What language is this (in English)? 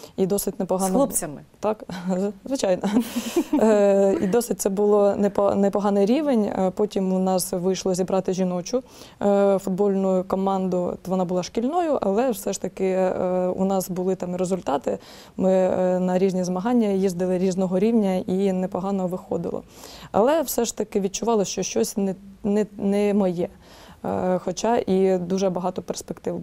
Ukrainian